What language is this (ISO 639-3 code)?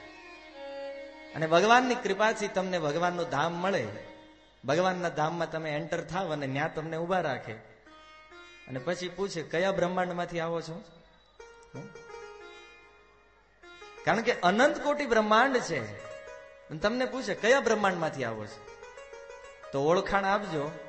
guj